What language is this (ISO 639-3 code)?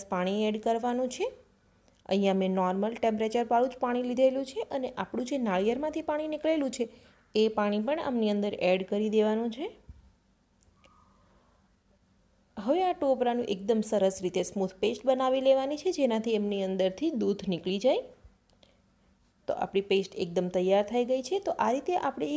guj